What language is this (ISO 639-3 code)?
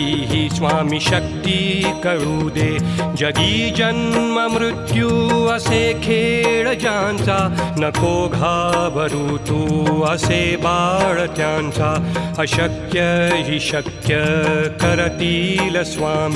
mar